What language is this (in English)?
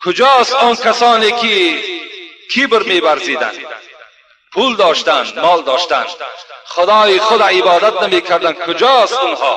Tajik